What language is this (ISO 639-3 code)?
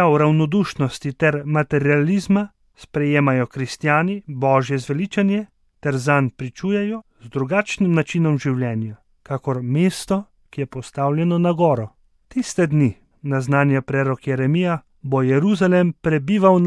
slv